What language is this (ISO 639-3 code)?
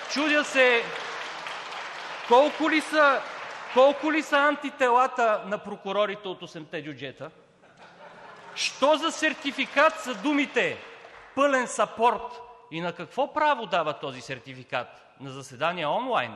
bul